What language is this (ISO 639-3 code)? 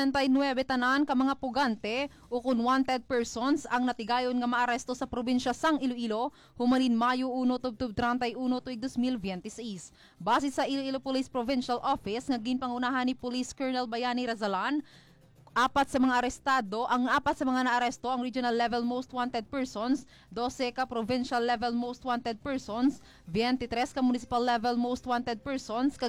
hil